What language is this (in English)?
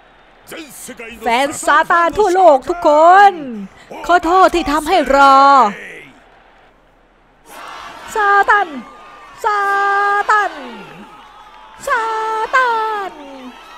Thai